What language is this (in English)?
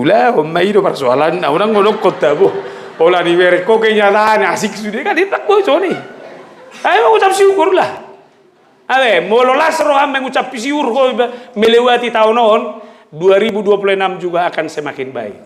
Batak Toba